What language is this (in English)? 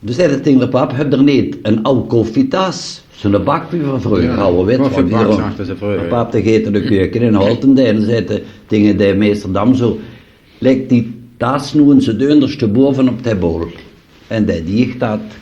Limburgish